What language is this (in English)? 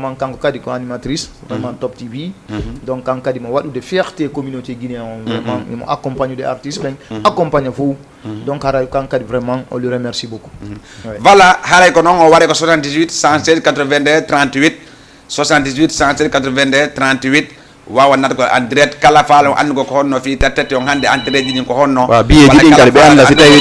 Fula